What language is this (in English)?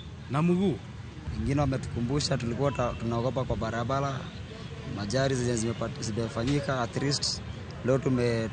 Luo (Kenya and Tanzania)